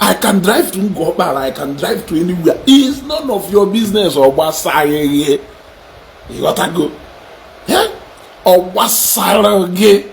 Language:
Igbo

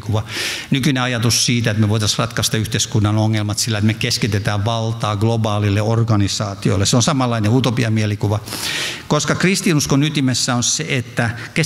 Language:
Finnish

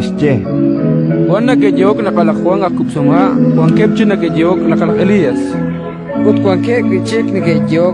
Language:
Kekchí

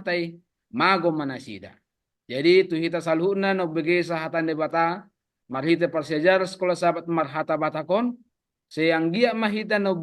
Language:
Batak Toba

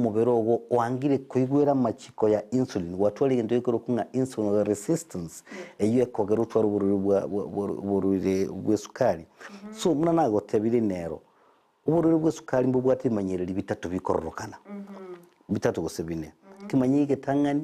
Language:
Gusii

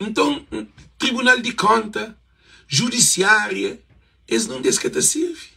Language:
Kabuverdianu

